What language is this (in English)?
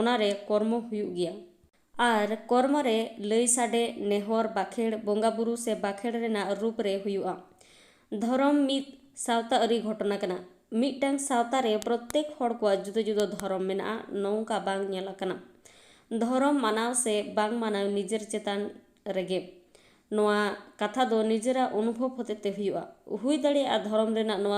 Santali